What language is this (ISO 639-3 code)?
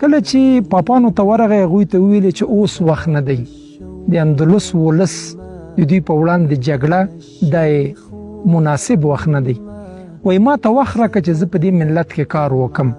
pus